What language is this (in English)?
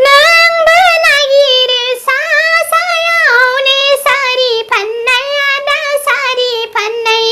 Bodo